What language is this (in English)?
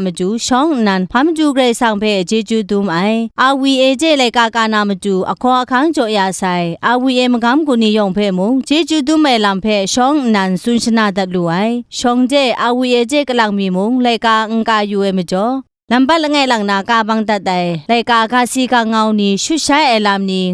Kachin